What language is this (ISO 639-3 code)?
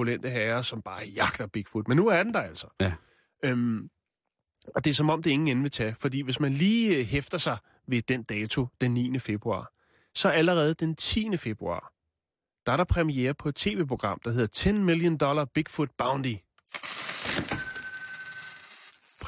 dan